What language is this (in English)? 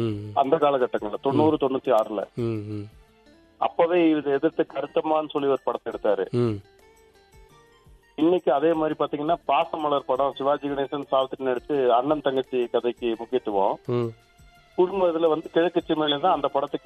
Tamil